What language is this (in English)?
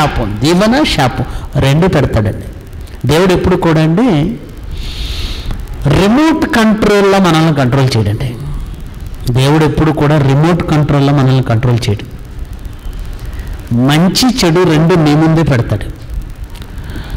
Telugu